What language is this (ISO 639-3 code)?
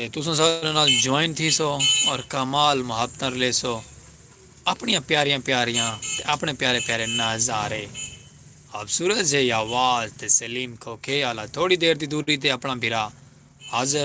skr